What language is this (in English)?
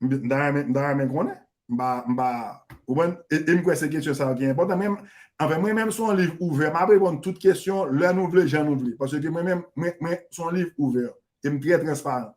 Haitian Creole